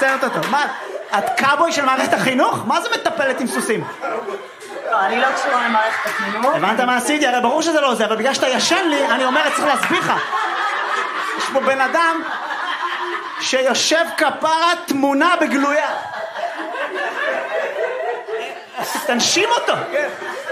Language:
Hebrew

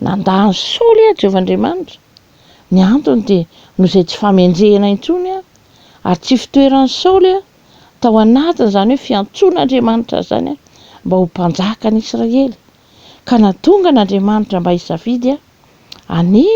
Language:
Malagasy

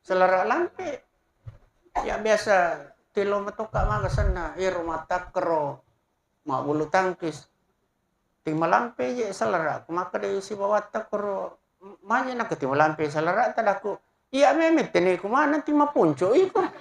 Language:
Buginese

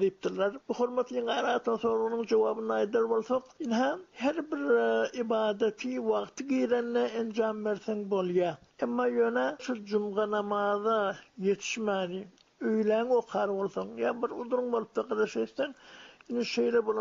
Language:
Turkmen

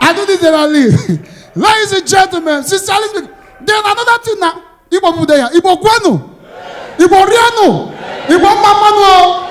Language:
Nigerian Pidgin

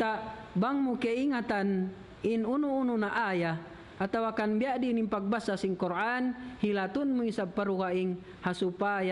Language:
Tausug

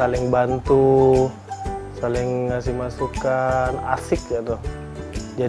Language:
Musi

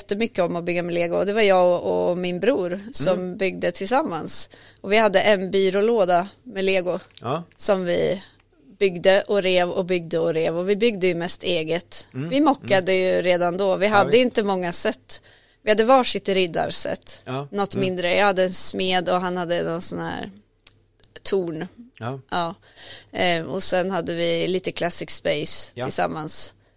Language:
Swedish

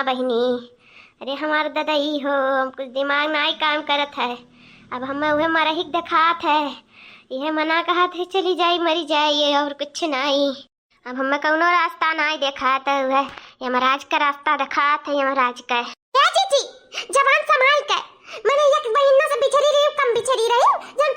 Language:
Awadhi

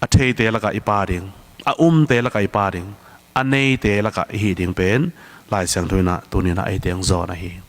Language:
Tedim Chin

